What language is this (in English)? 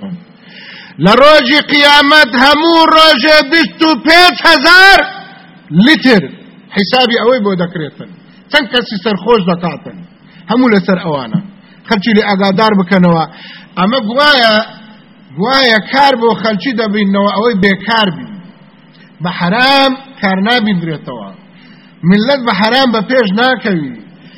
Central Kurdish